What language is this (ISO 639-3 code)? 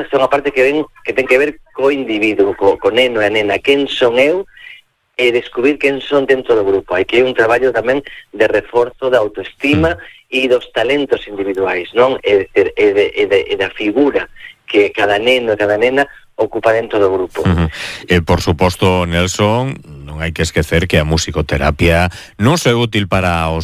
glg